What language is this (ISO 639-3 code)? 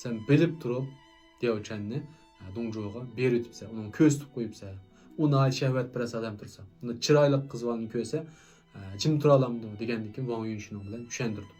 uig